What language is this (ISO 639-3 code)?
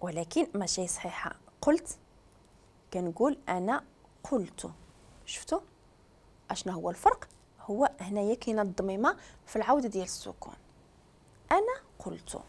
ary